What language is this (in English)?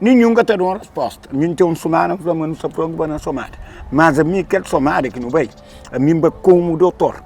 Kabuverdianu